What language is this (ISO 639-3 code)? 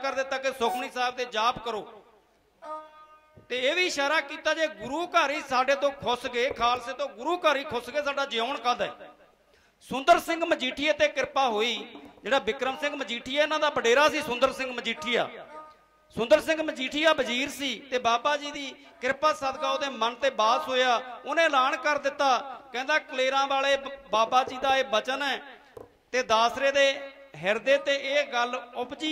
pan